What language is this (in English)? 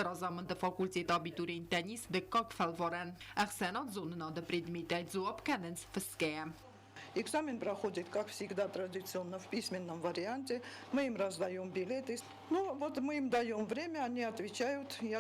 Ossetic